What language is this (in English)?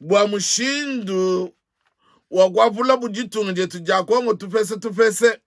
Luba-Lulua